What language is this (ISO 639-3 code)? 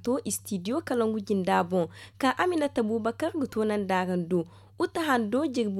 dje